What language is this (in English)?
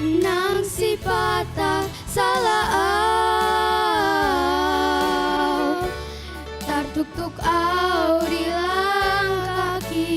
Batak Toba